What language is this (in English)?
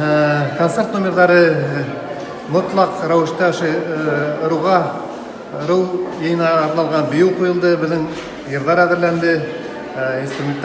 Bashkir